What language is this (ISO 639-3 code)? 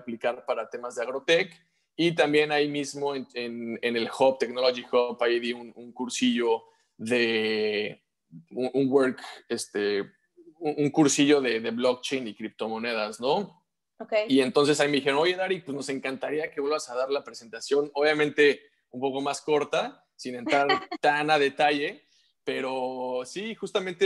spa